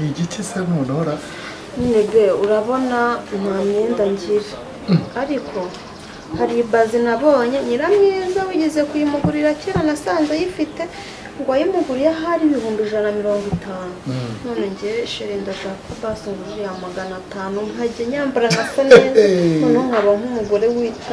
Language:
Kinyarwanda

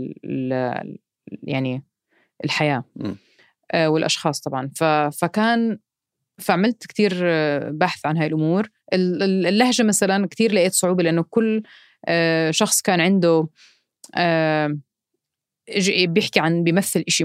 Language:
North Levantine Arabic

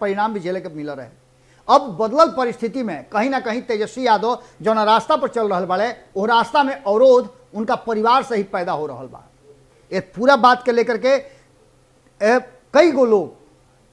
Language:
Bhojpuri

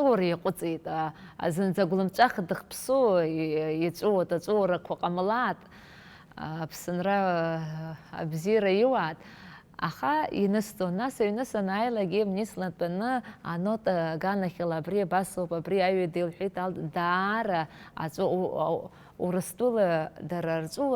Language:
Abkhazian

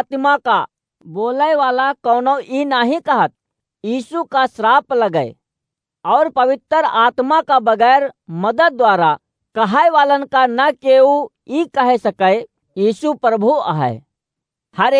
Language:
Awadhi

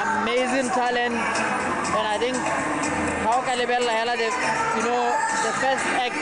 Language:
Tswana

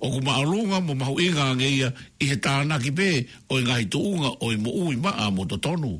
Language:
Tongan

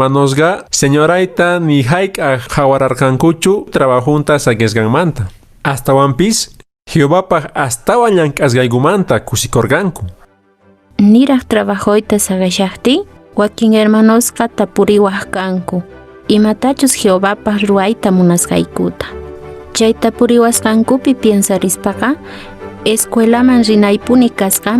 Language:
Quechua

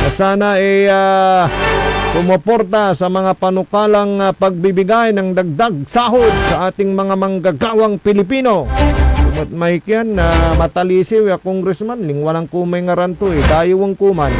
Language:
Pangasinan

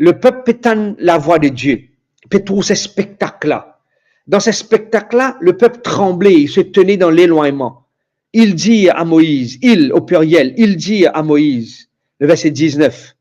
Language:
Morisyen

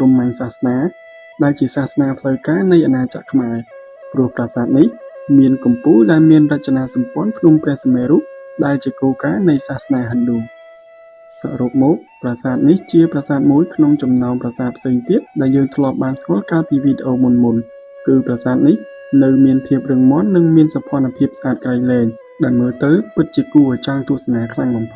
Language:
Khmer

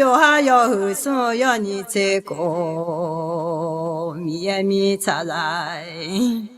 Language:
Akha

